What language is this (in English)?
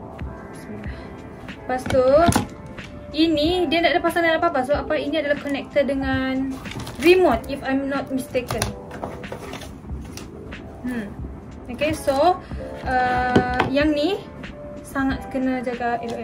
Malay